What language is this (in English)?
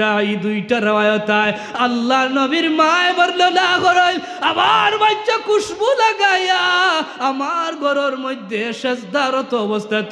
Sylheti